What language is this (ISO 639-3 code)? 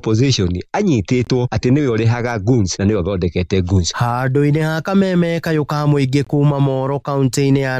kik